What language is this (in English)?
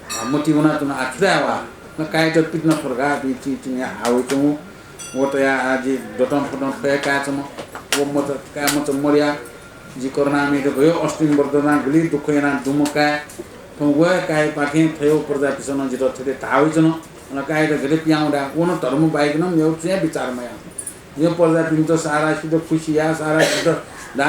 Newari